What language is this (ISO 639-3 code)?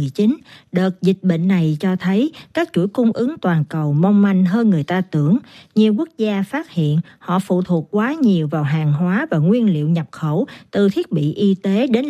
vie